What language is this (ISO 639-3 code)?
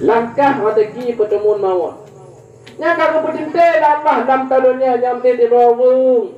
ace